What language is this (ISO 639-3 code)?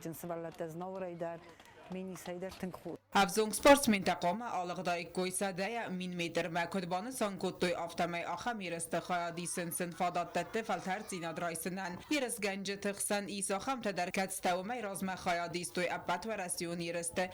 oss